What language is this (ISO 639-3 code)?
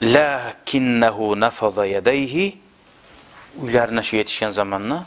kum